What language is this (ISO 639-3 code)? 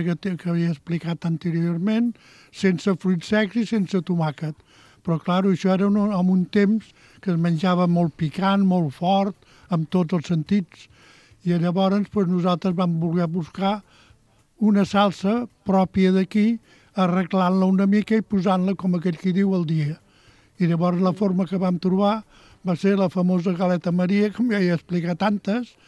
cat